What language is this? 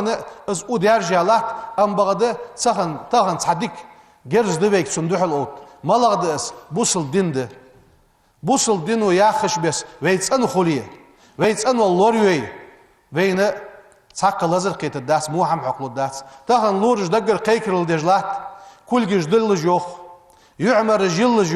Ingush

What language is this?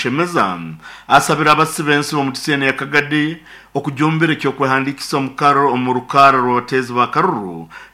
Nyoro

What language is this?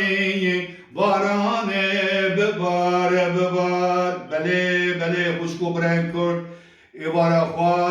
Kurdish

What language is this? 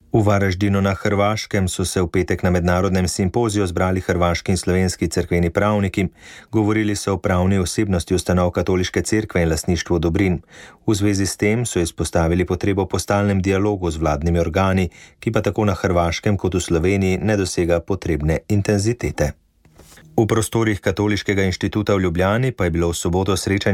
Slovenian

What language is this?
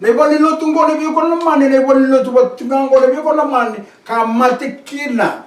Fijian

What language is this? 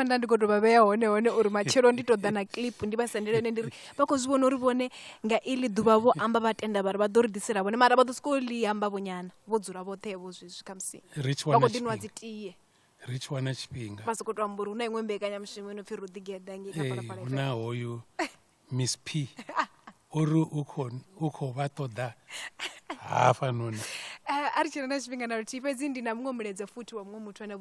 Venda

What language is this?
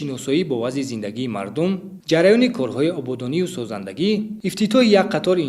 Tajik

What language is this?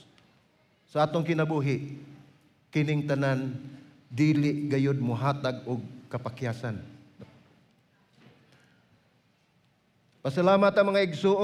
Cebuano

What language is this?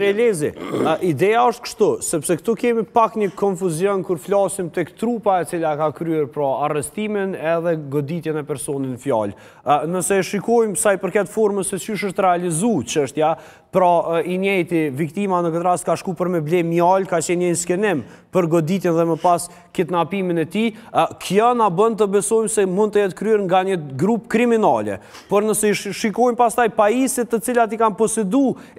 Albanian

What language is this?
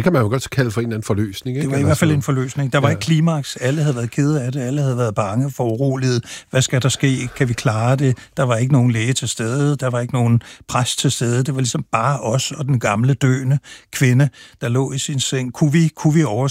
Danish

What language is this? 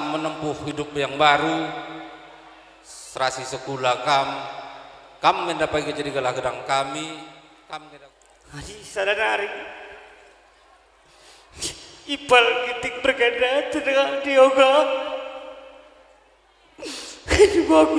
Batak Karo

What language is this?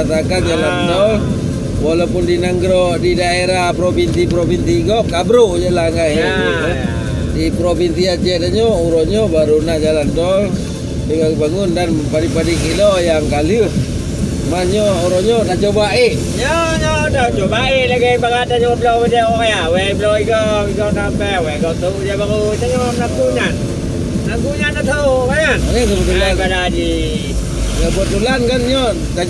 Achinese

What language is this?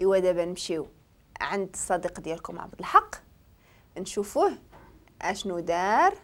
Moroccan Arabic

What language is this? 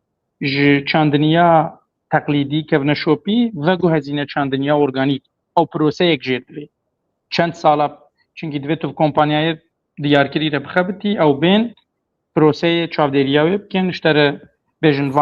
Kurdish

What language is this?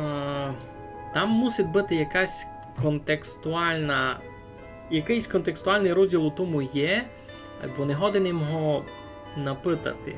Rusyn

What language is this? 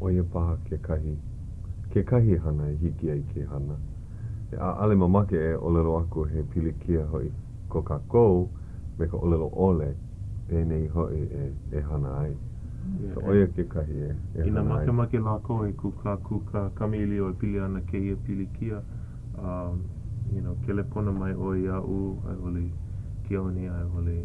Hawaiian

